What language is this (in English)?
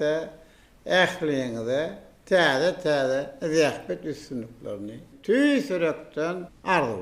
Turkmen